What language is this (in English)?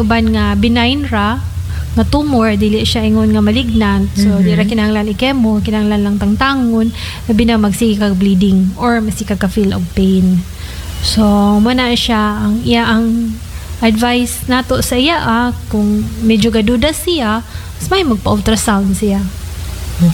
Cebuano